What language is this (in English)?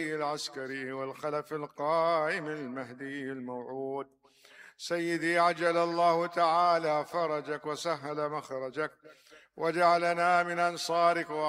Mesopotamian Arabic